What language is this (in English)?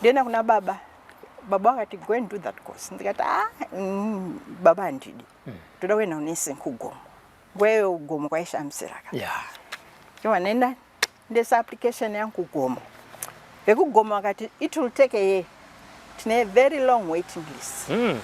Shona